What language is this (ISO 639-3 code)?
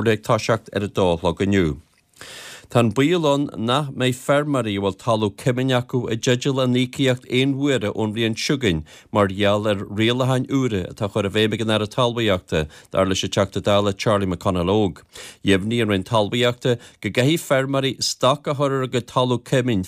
gle